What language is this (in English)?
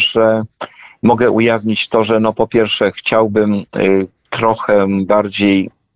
Polish